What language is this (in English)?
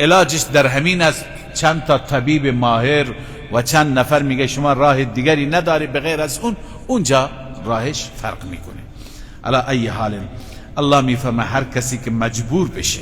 Persian